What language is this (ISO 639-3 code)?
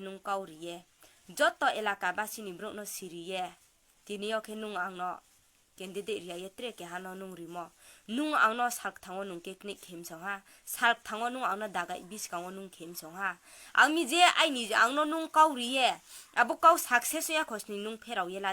ria